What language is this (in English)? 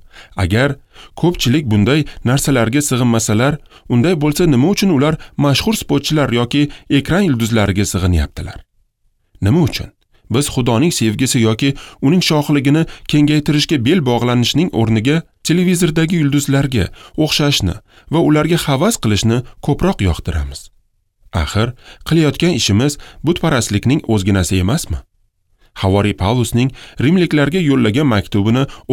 Uzbek